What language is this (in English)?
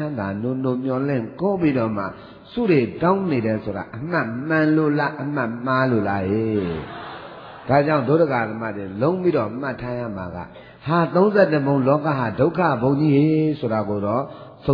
Burmese